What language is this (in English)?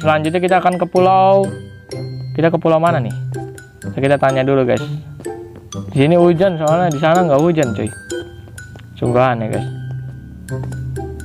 Indonesian